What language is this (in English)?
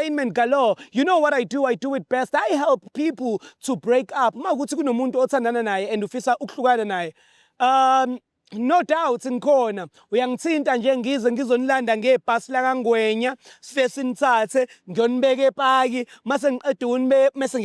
Zulu